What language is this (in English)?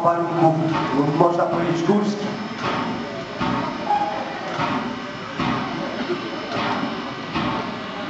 Polish